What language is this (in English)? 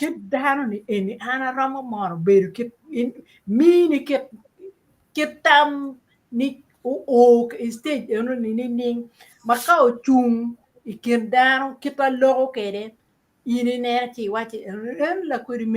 Acoli